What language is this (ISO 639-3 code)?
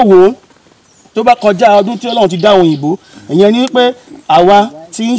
yor